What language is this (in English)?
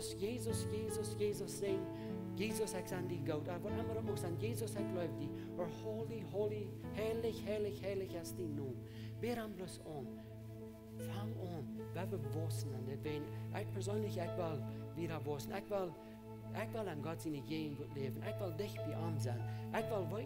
Plautdietsch